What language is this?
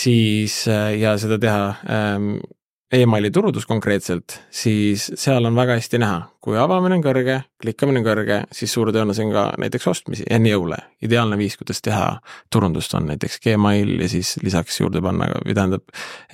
Estonian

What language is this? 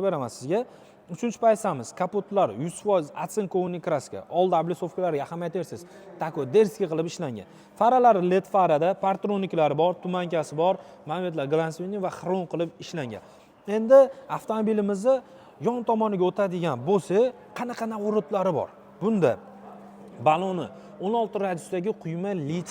Uzbek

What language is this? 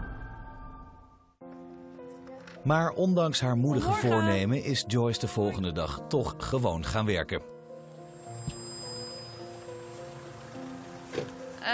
Dutch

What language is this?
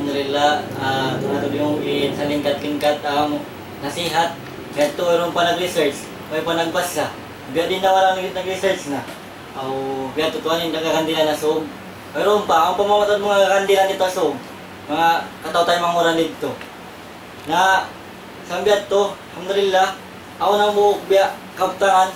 Tausug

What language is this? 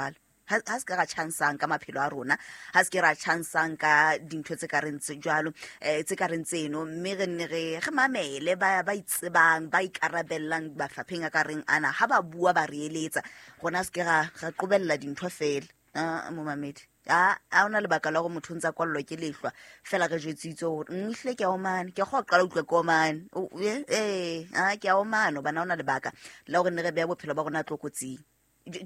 Southern Sotho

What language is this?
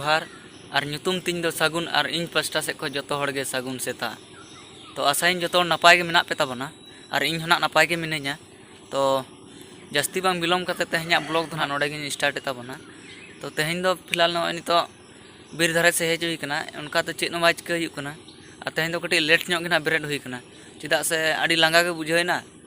Santali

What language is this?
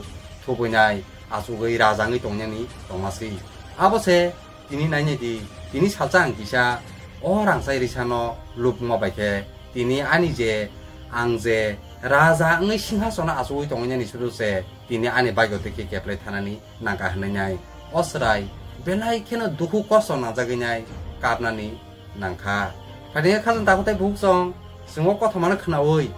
Kok Borok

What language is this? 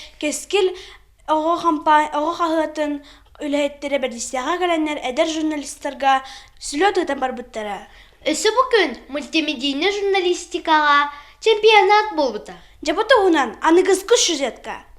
Yakut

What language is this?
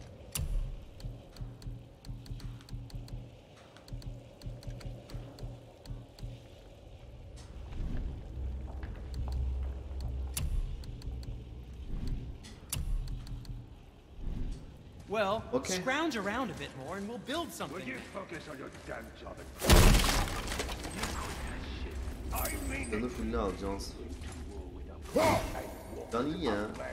Turkish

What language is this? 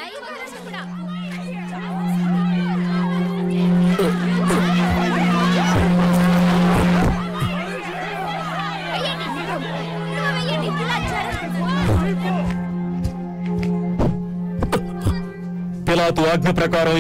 Telugu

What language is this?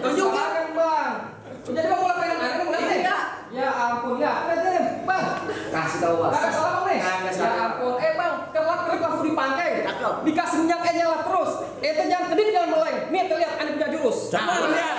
Betawi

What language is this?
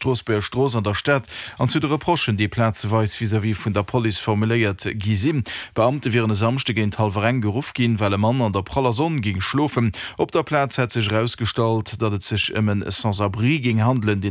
Luxembourgish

